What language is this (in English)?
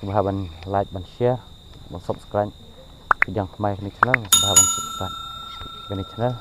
Khasi